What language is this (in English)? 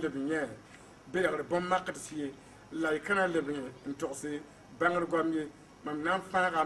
Mossi